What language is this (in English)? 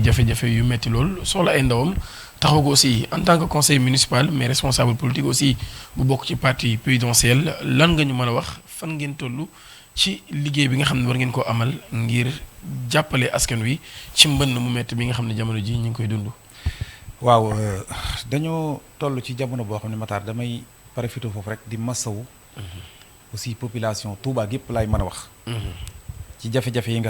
Wolof